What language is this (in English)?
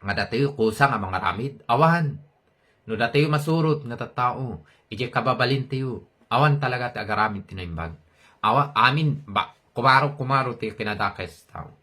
Iloko